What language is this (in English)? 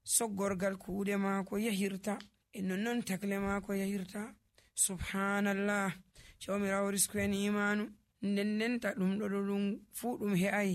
Nigerian Fulfulde